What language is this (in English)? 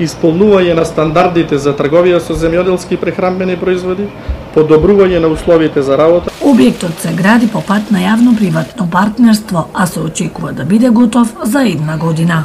Macedonian